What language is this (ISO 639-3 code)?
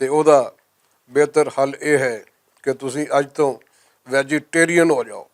lah